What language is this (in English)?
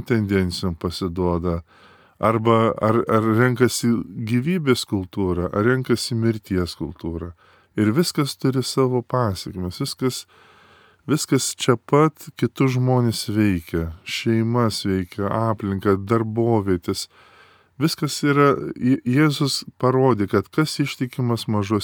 Lithuanian